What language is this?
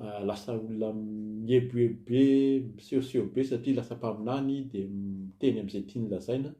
Malagasy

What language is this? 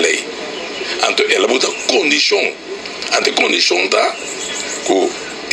Papiamento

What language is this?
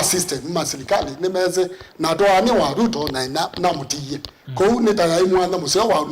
Kamba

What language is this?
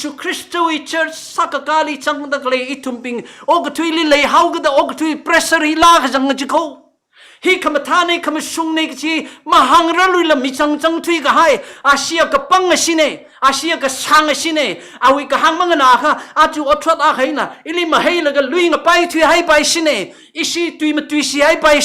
Tangkhul Naga (India)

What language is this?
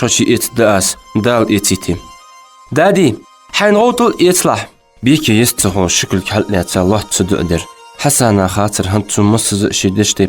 Ingush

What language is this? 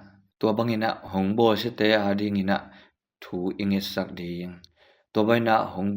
Tedim Chin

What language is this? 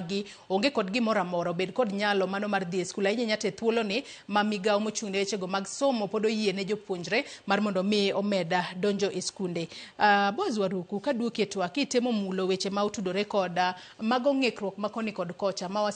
Luo (Kenya and Tanzania)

